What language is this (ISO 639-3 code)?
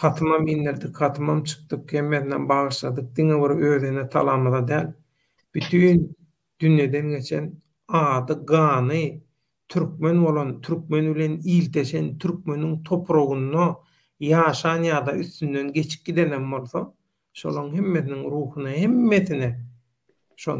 tuk